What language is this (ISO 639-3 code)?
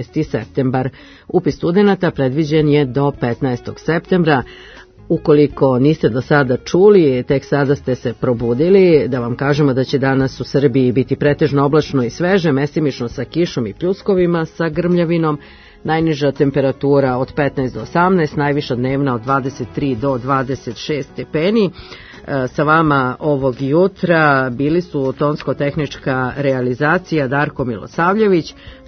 srp